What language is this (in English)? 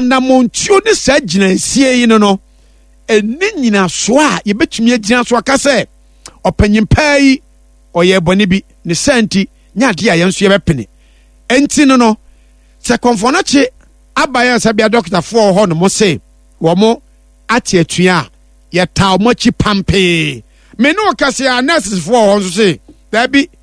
Akan